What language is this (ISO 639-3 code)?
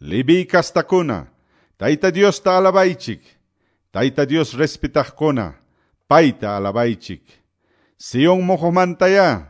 que